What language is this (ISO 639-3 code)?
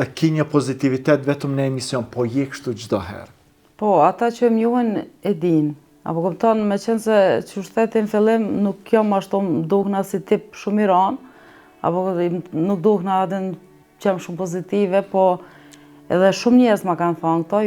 sqi